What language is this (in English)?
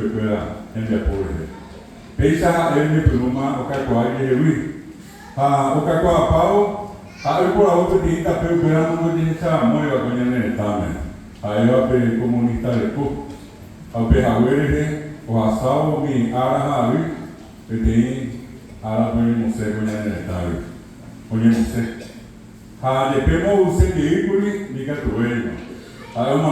Guarani